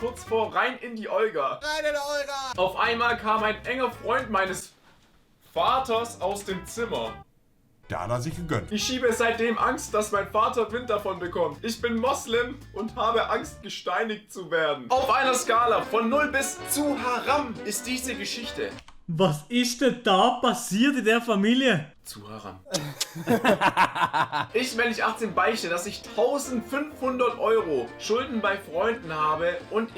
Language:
Swiss German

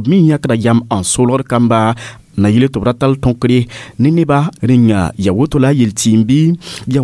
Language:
Mossi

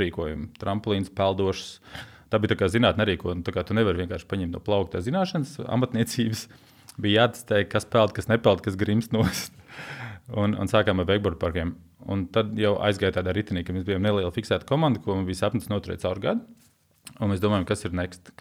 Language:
Latvian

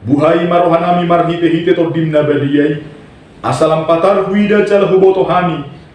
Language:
Batak Toba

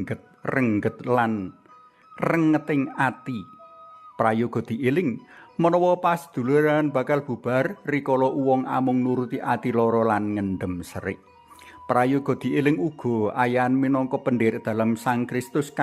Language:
Javanese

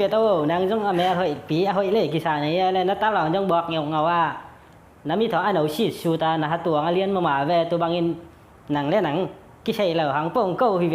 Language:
Tedim Chin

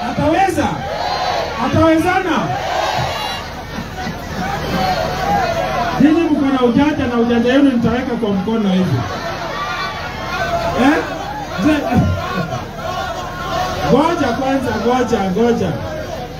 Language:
Swahili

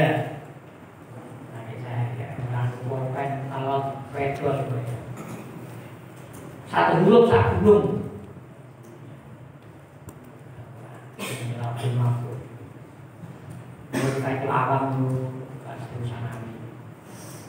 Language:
Indonesian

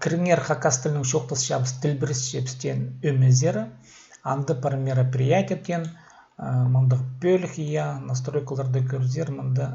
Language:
Khakas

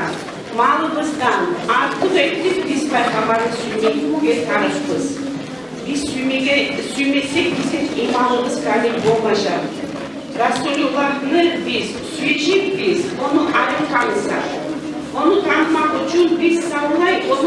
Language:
Kumyk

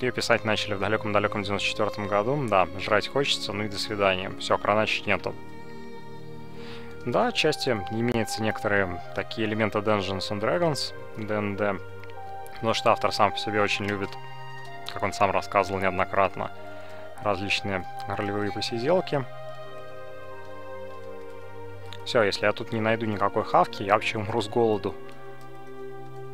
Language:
Russian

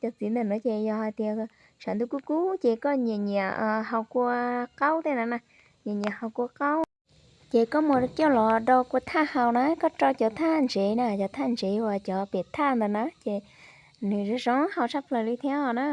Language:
Hmong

